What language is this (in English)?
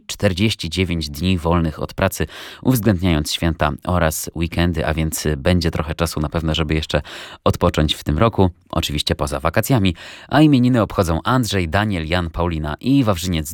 Polish